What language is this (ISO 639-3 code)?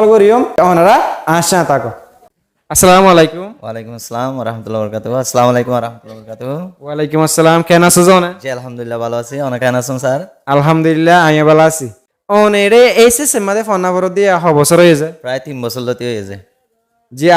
rhg